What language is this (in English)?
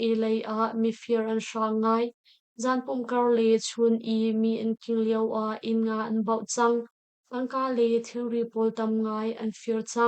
Hakha Chin